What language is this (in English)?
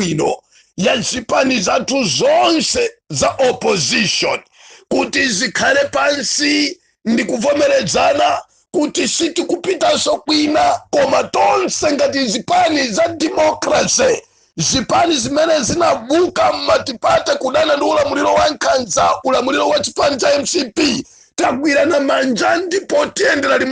Nyanja